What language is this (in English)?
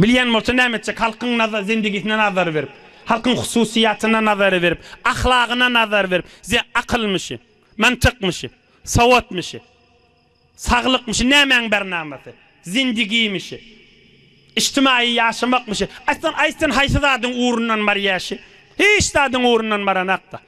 Turkmen